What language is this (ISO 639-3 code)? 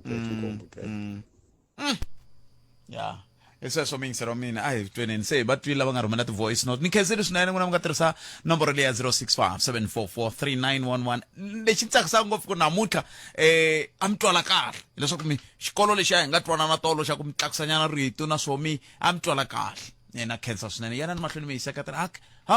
tso